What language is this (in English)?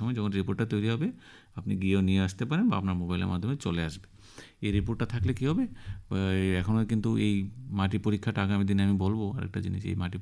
Bangla